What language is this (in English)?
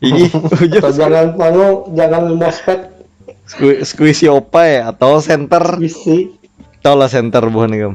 Banjar